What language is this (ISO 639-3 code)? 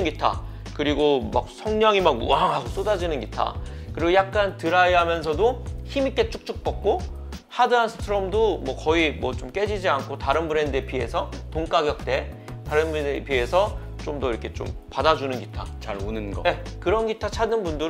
kor